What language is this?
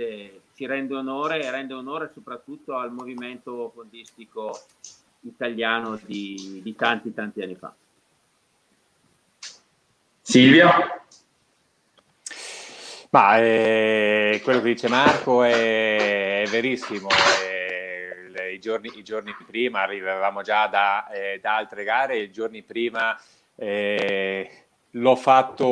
Italian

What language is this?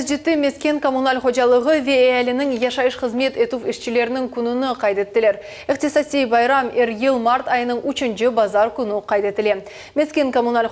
Crimean Tatar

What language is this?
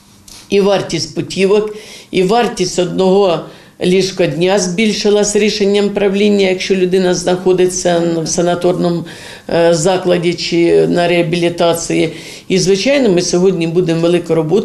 Ukrainian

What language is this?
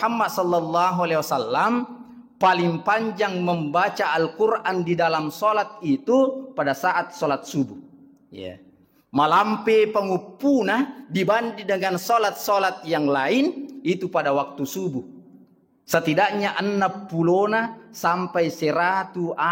Buginese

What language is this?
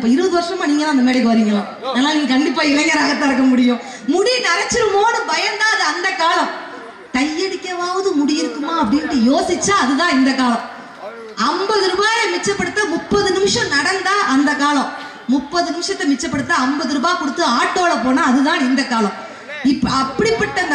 Tamil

